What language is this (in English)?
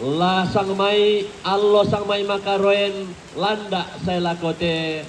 Toraja-Sa'dan